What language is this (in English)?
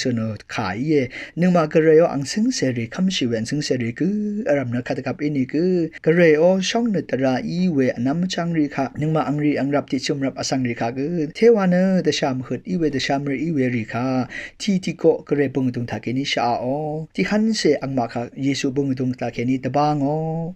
Rawang